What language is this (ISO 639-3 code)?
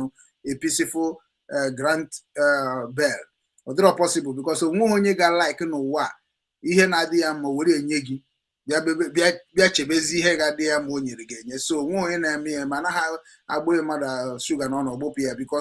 ibo